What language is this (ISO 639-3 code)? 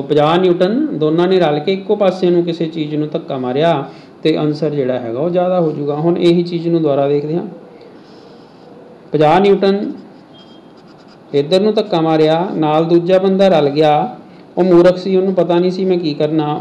pan